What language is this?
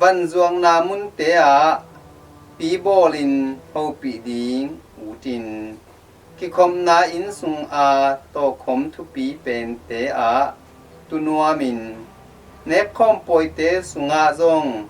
Tedim Chin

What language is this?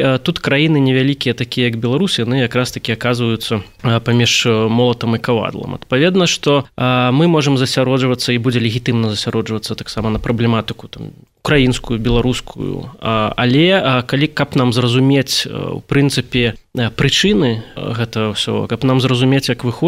Belarusian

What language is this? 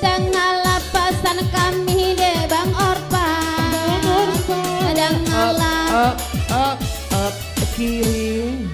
Minangkabau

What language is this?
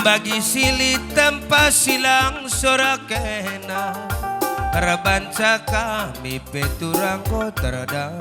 Batak Karo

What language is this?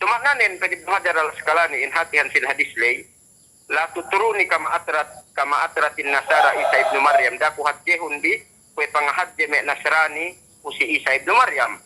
Yakan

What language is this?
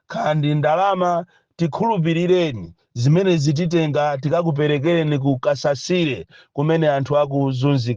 Nyanja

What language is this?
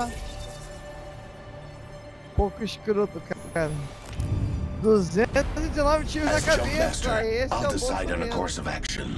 Portuguese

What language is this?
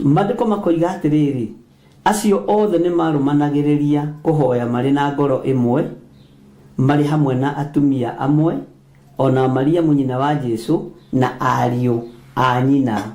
Kikuyu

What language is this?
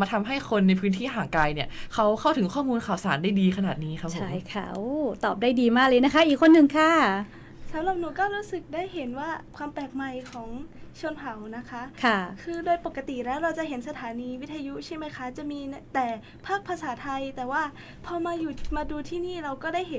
Lahu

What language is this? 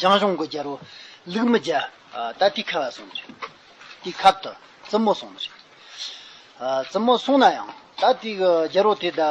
Tibetan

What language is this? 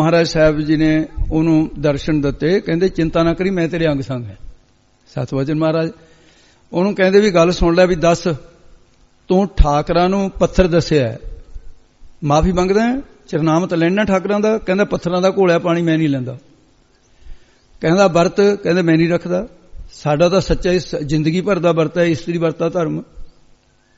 Punjabi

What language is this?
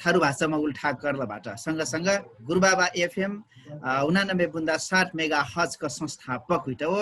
Dangaura Tharu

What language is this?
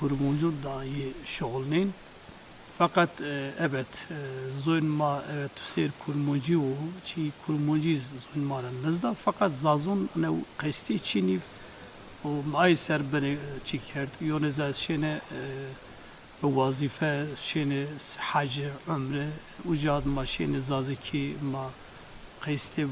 Zaza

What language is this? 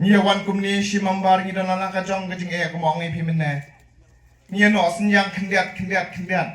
Khasi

